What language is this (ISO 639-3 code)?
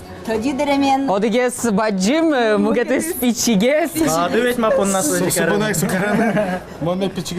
udm